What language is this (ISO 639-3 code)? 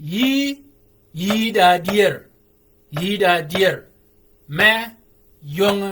shk